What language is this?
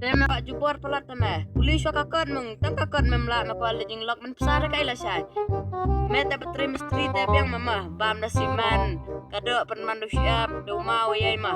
Khasi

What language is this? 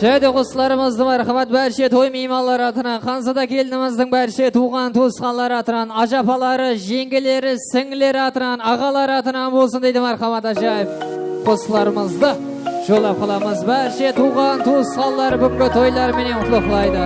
Kara-Kalpak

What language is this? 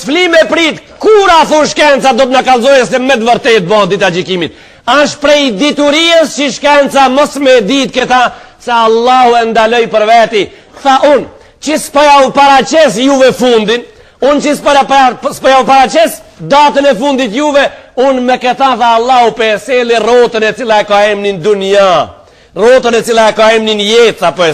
Albanian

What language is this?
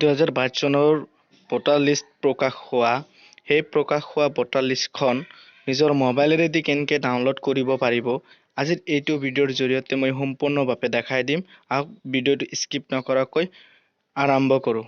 Assamese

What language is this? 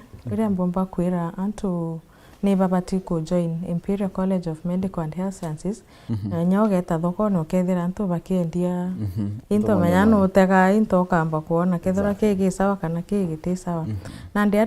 Meru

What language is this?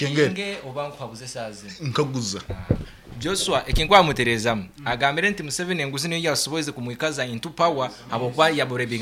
Nyankole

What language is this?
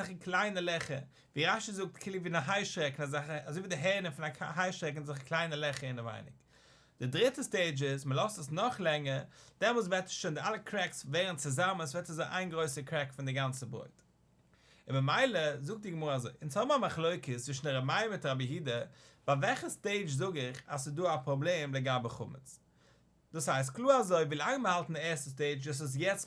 Yiddish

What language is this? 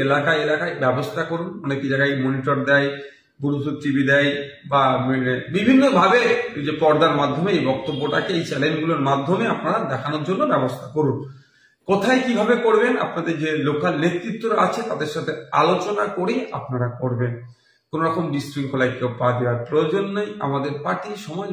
Bangla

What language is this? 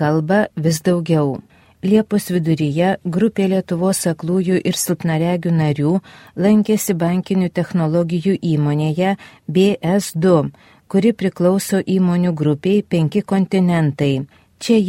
Lithuanian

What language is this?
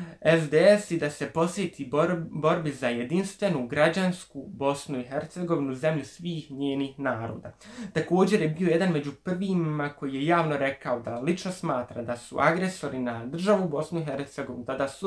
Bosnian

